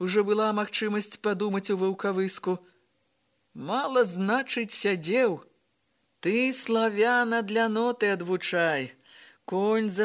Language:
Belarusian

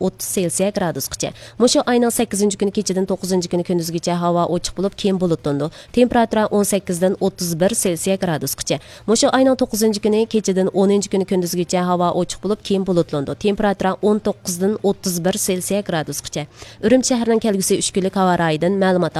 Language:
Uyghur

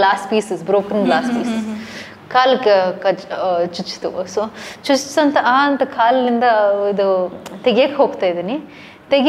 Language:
Kannada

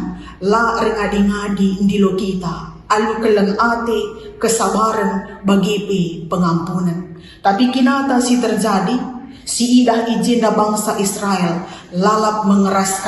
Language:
Batak Karo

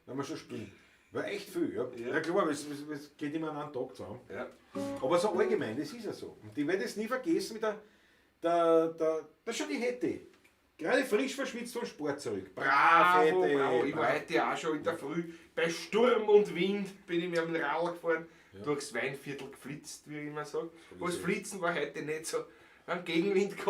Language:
Bavarian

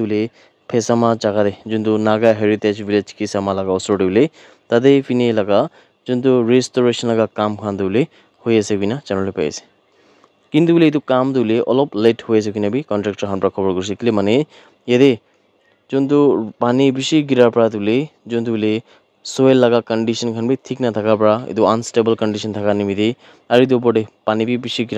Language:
Naga Pidgin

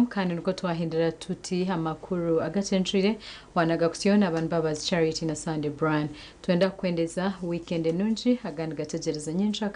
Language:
Nyankole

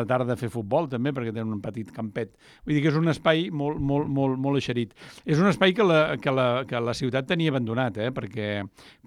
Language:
Catalan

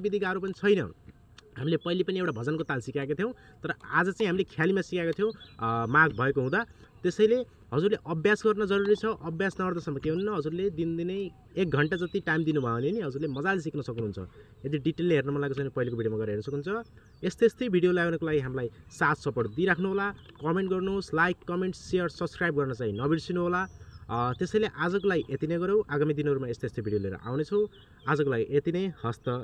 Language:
Nepali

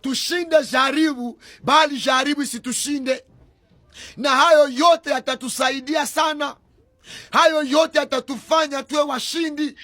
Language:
Swahili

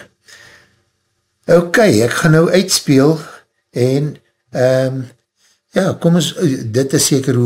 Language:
Afrikaans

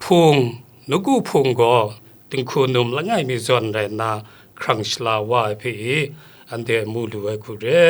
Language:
Kachin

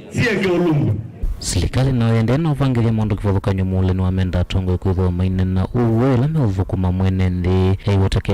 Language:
Kamba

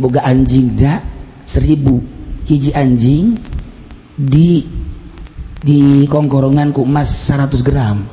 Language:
Sundanese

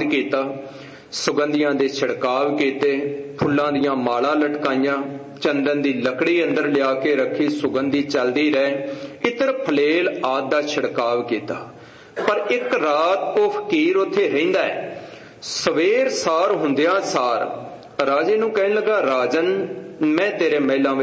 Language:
Punjabi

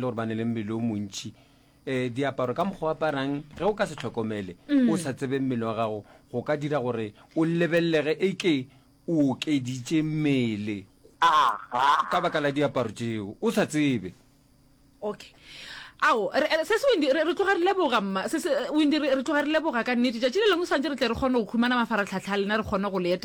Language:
Northern Sotho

